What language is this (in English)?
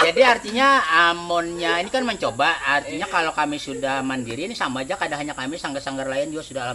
Banjar